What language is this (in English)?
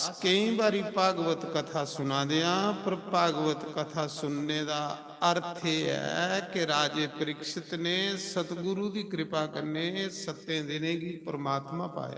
Dogri